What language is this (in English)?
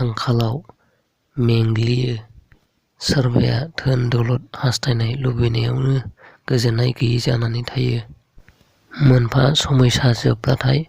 Bodo